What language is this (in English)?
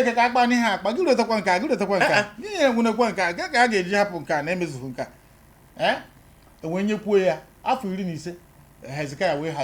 Igbo